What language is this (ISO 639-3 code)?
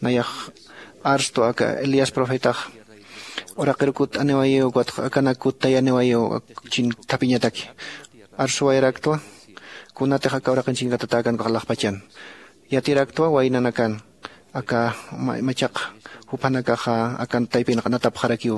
aym